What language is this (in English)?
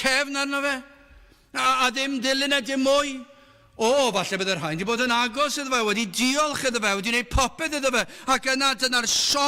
Welsh